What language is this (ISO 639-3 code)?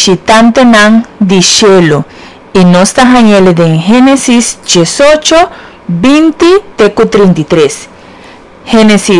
pap